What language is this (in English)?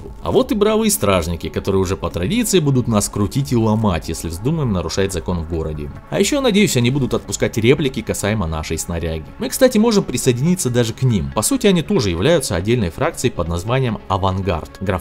Russian